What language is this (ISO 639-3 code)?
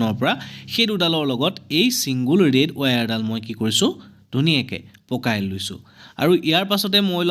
asm